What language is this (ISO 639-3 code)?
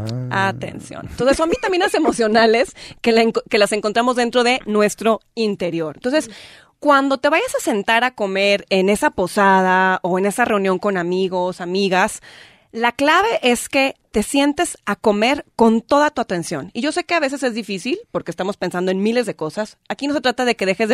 spa